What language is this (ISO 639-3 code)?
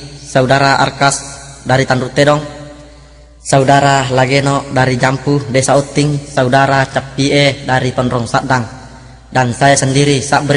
bug